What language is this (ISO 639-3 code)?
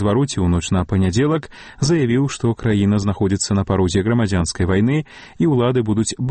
bel